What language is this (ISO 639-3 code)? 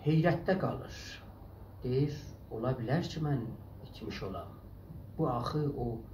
azb